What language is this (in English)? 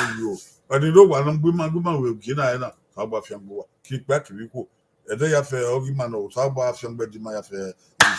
Bini